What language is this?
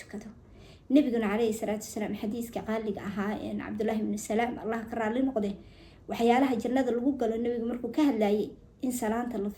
Somali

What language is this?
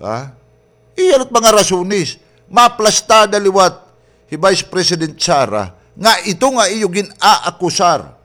Waray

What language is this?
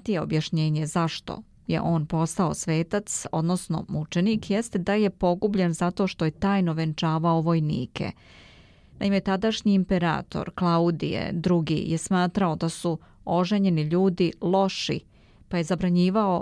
Serbian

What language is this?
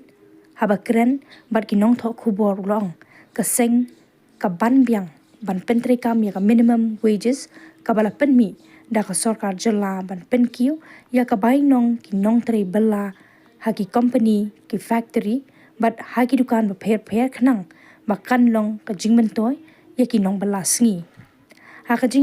Khasi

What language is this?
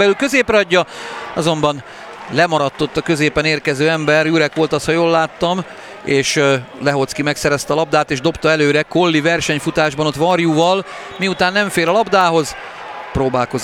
Hungarian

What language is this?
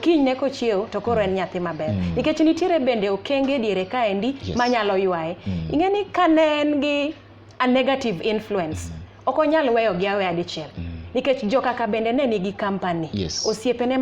Luo (Kenya and Tanzania)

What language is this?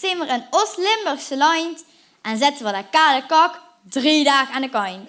Limburgish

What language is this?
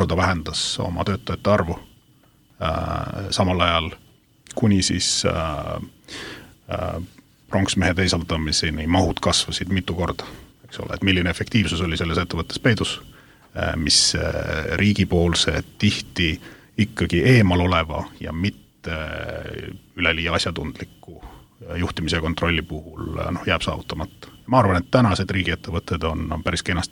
Estonian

